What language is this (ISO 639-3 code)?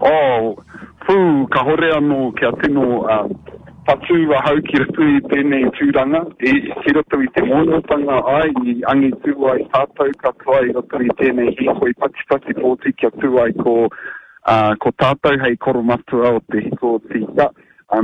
mri